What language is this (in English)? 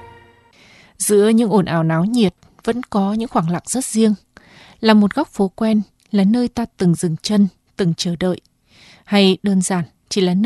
Vietnamese